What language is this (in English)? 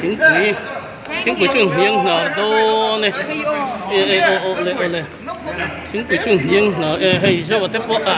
Mizo